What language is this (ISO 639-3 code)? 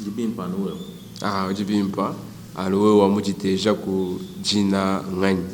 lua